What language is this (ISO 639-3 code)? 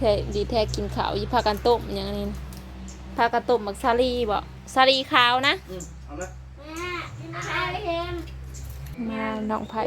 tts